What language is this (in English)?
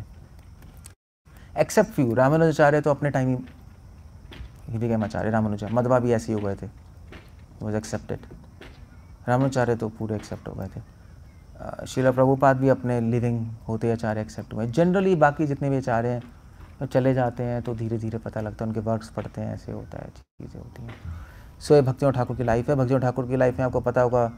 Hindi